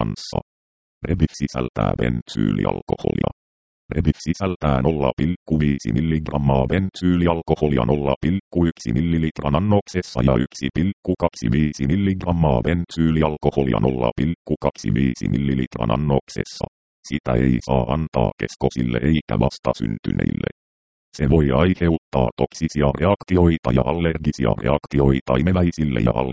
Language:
Finnish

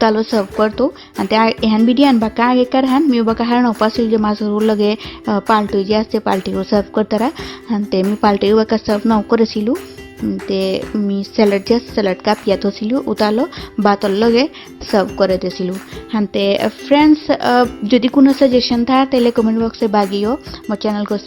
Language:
Bishnupriya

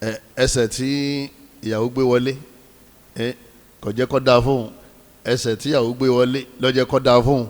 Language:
Yoruba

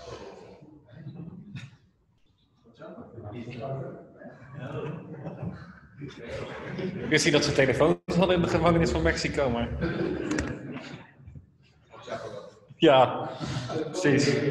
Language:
Dutch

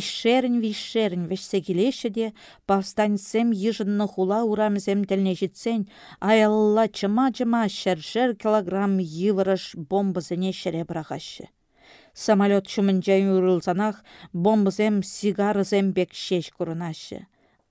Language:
Chuvash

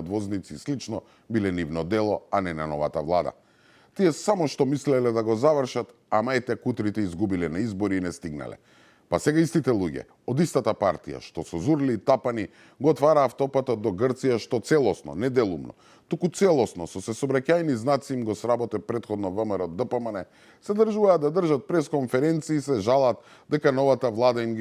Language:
Macedonian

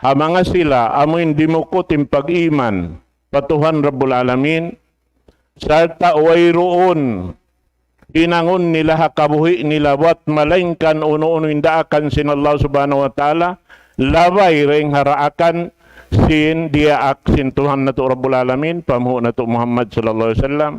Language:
Tausug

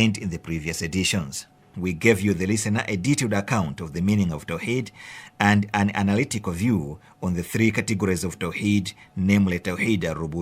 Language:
English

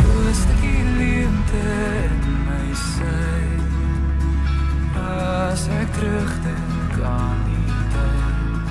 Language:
Afrikaans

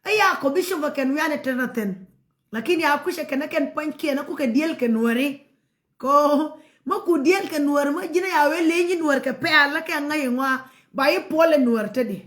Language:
Nuer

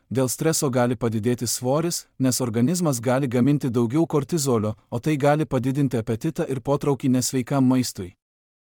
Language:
Lithuanian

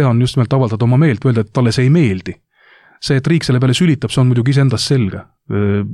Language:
Estonian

